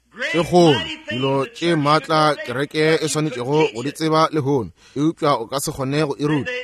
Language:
Northern Sotho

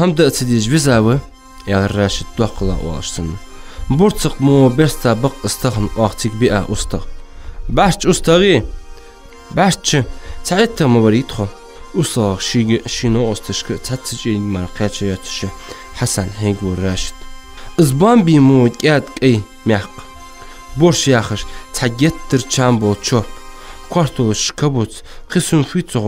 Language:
Ingush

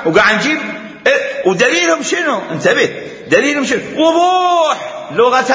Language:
Mesopotamian Arabic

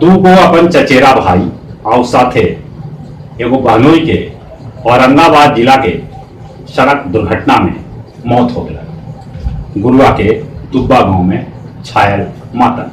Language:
Magahi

